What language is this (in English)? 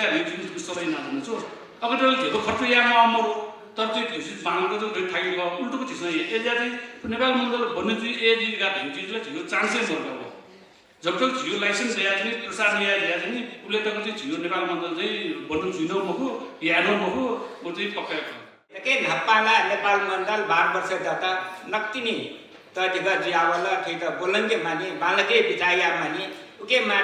Newari